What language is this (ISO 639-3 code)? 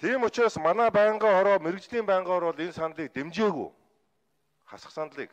mon